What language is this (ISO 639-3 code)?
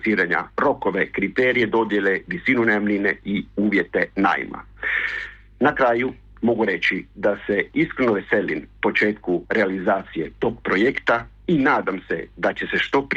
hrv